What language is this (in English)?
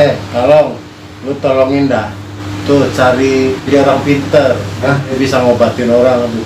Betawi